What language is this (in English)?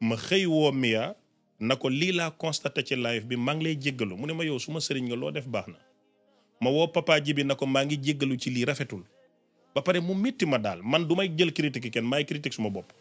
Wolof